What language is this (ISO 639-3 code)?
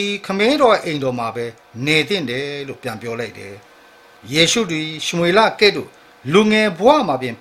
mya